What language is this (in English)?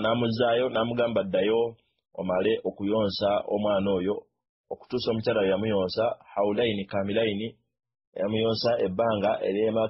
Ganda